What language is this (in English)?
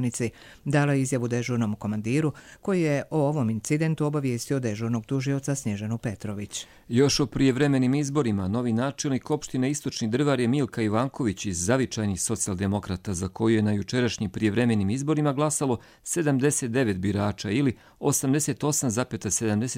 Croatian